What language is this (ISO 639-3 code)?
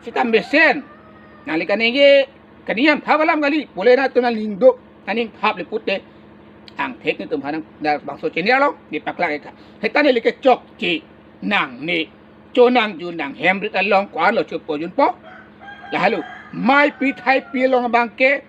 mjw